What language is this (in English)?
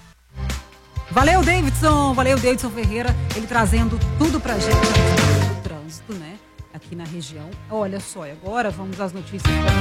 Portuguese